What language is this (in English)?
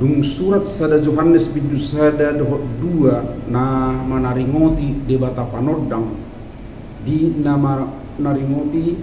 Batak Toba